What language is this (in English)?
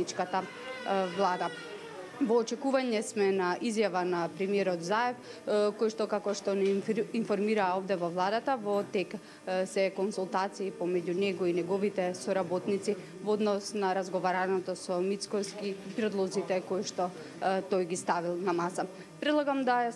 Macedonian